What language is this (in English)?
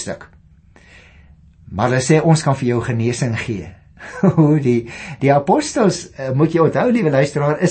Afrikaans